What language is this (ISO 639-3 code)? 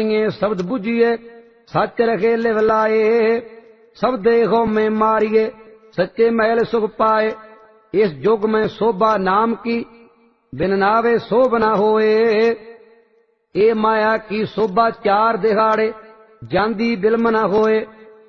pan